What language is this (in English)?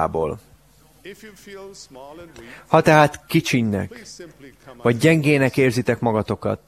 Hungarian